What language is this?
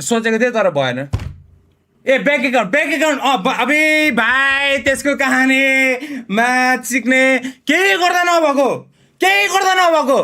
Nepali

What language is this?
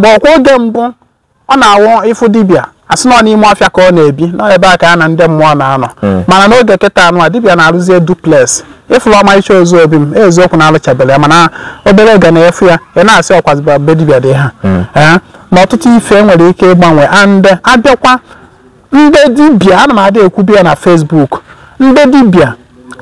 Igbo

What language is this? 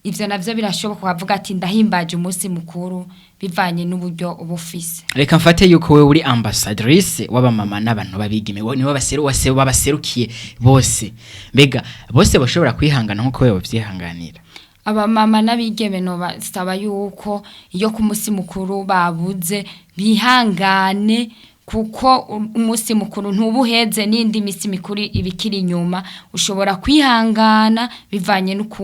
Rundi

